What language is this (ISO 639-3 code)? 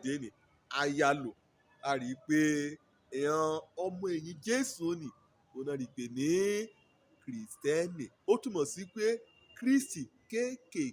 yor